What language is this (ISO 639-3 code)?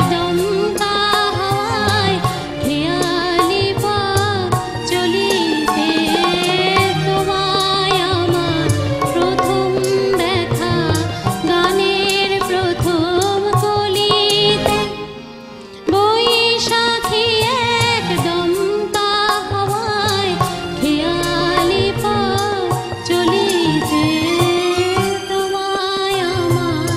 ben